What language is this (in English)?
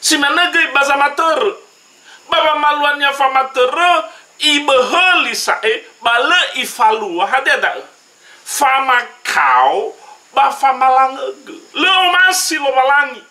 Nias